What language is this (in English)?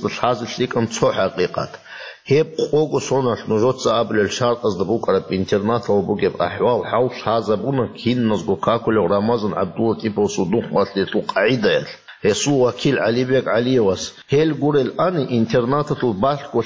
Avaric